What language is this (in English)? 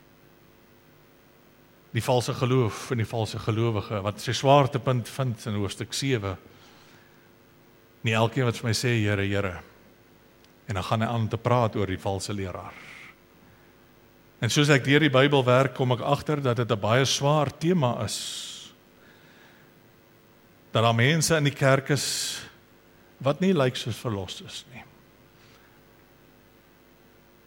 Afrikaans